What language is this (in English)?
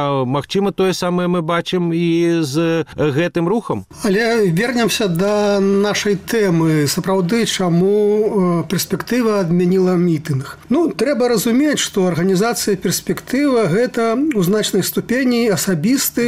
Belarusian